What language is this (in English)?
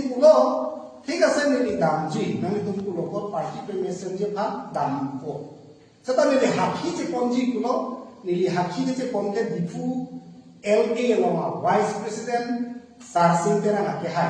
Karbi